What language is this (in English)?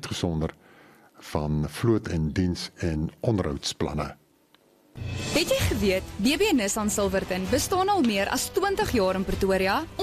Afrikaans